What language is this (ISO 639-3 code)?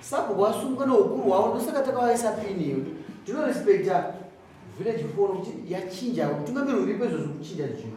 sna